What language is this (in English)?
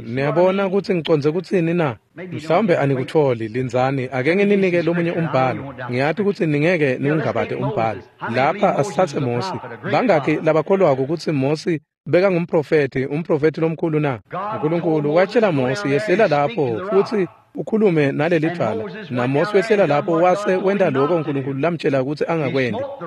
Swati